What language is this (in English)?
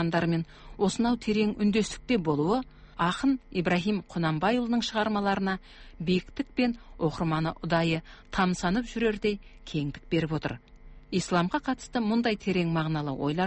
Kazakh